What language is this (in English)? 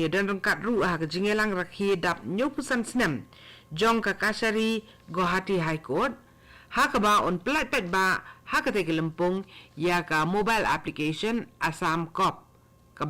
Khasi